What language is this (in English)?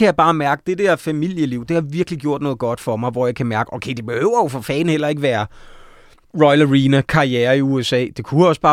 Danish